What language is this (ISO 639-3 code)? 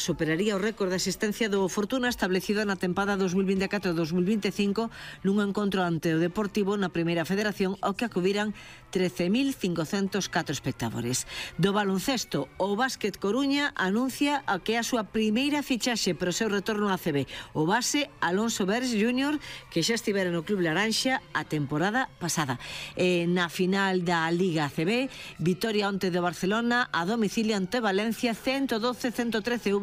glg